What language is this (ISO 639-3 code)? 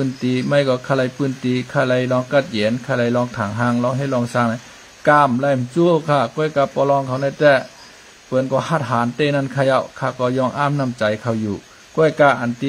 shn